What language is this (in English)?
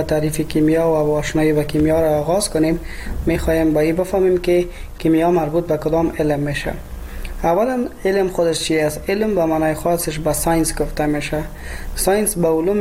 Persian